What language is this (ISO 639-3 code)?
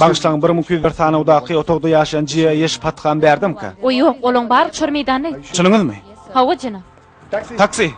tuk